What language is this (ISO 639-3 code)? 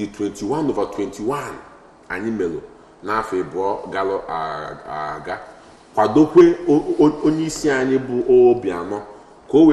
ibo